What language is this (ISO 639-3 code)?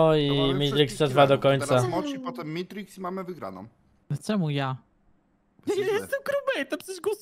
pol